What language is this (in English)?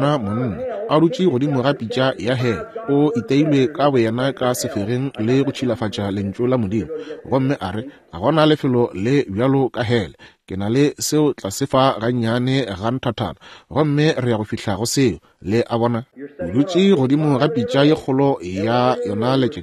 Northern Sotho